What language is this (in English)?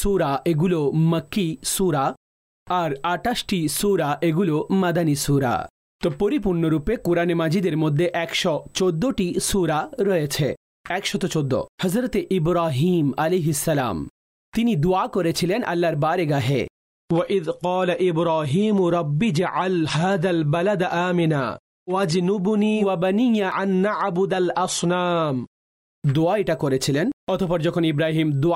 Bangla